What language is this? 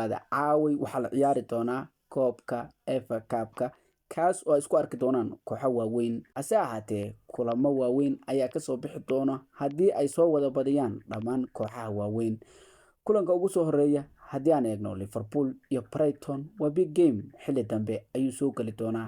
Somali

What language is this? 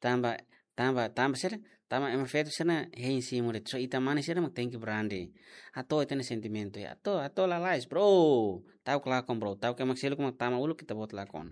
Tetum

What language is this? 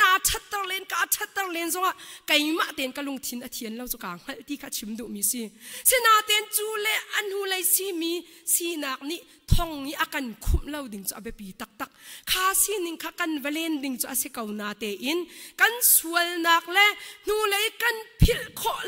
Hakha Chin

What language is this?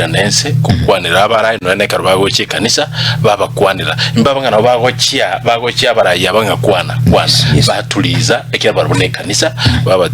Gusii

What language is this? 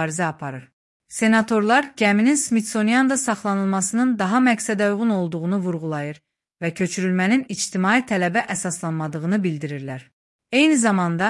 Azerbaijani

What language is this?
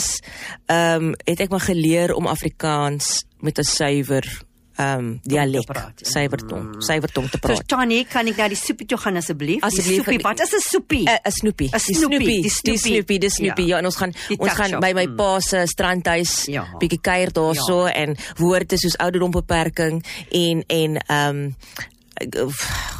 Afrikaans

